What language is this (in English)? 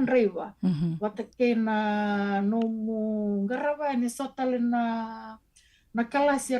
Fijian